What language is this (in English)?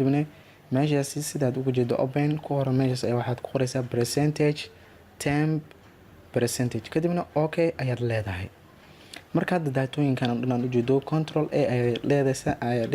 Somali